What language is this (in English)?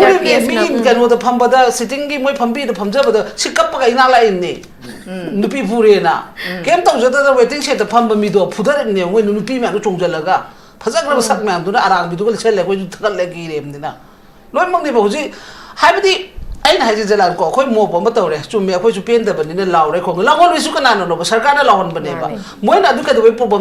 Manipuri